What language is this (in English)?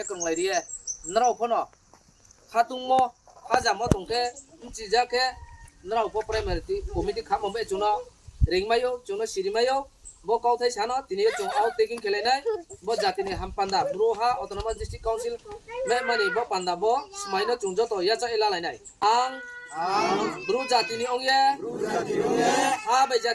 Riang (India)